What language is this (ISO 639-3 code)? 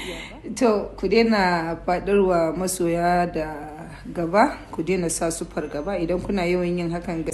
hau